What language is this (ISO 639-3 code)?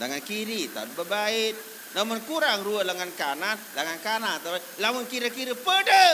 sas